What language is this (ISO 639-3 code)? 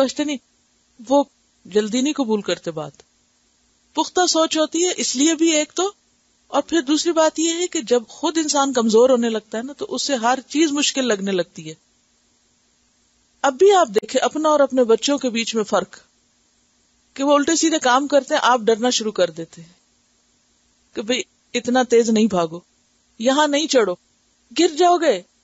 urd